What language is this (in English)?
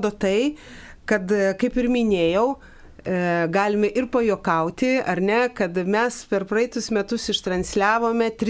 Lithuanian